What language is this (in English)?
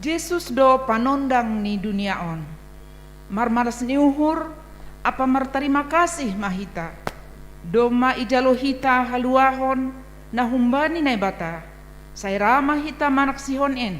Batak Simalungun